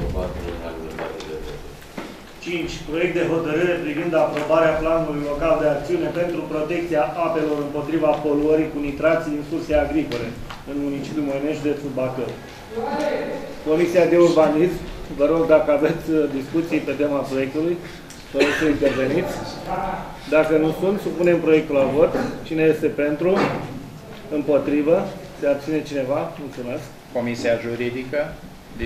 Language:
Romanian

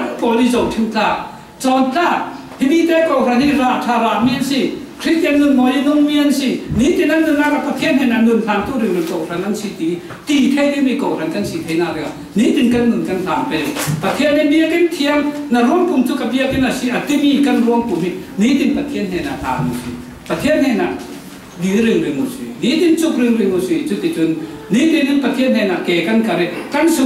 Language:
Falam Chin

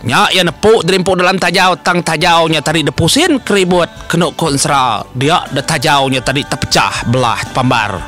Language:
Iban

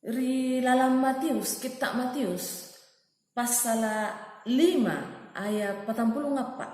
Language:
Makasar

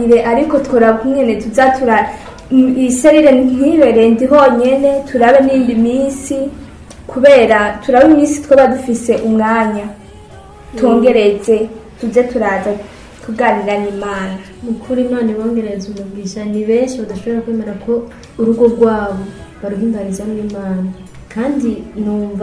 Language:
Rundi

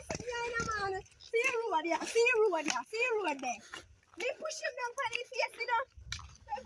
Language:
Jamaican Creole English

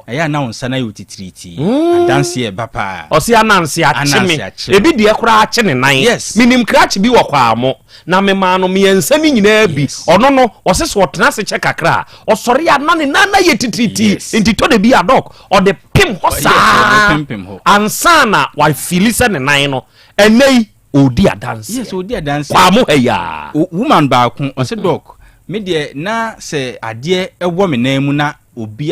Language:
Akan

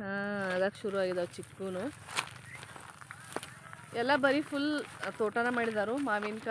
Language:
Kannada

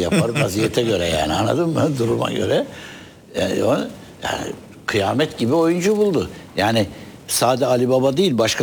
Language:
Turkish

